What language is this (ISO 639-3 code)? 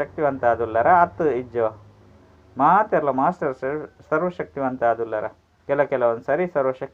tcy